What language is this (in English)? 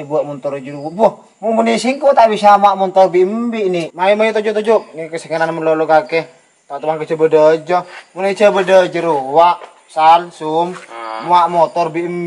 Madurese